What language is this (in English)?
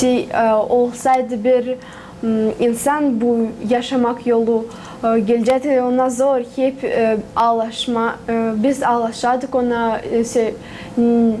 Gagauz